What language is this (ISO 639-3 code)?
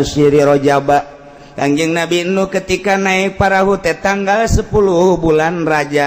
sun